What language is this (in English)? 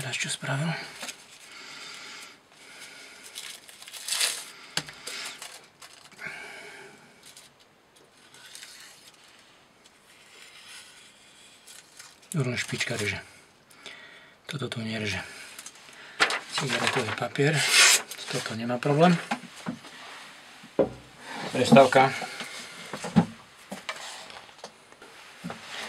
Slovak